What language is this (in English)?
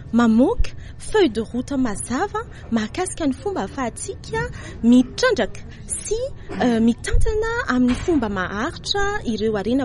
Malagasy